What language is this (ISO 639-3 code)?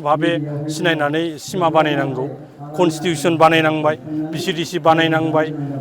brx